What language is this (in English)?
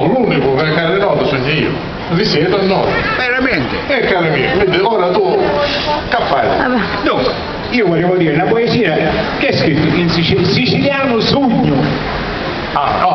Sicilian